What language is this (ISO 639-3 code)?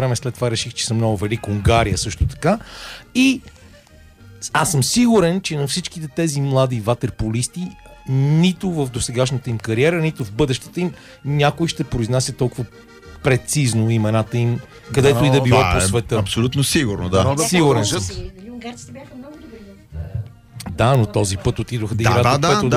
bul